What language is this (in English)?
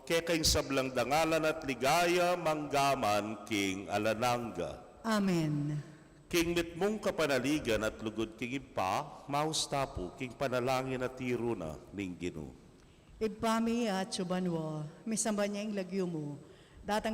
Pampanga